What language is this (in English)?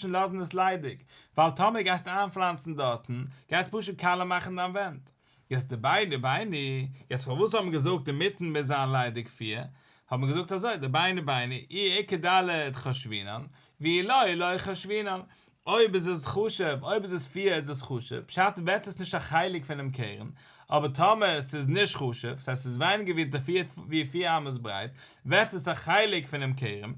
Yiddish